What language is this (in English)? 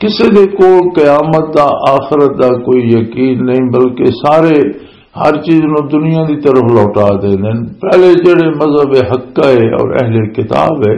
Western Panjabi